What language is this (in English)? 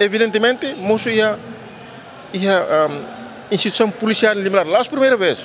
Tetum